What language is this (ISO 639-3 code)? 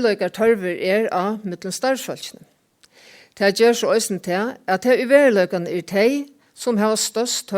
fao